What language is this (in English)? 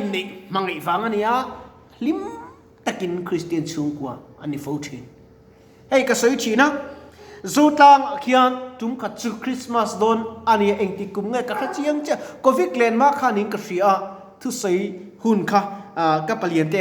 Mizo